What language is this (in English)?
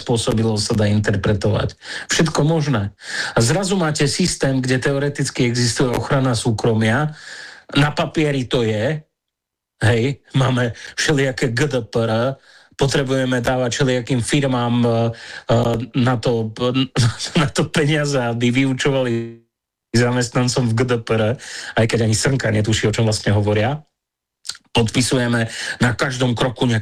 Slovak